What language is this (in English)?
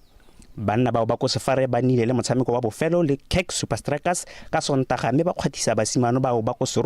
Tswana